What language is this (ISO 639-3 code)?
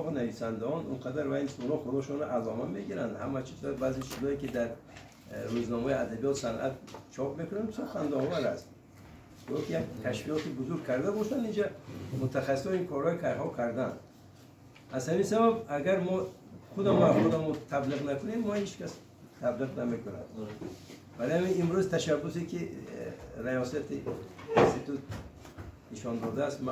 tgk